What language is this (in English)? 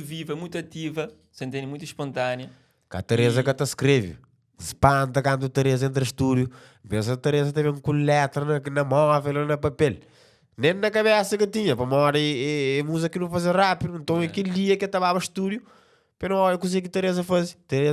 Kabuverdianu